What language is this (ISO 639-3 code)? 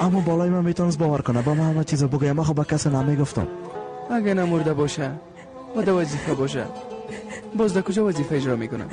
fas